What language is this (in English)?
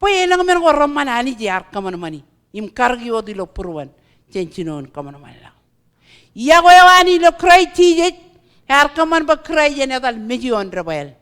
Marshallese